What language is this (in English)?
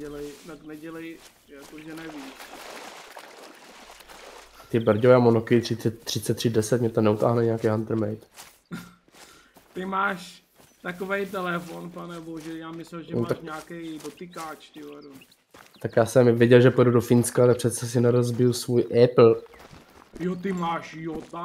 Czech